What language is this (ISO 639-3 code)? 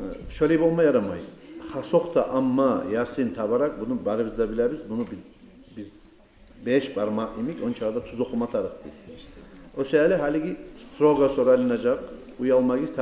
kum